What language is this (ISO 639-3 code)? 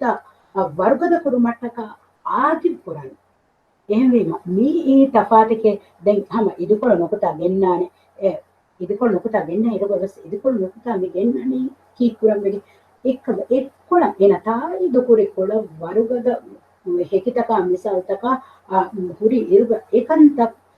div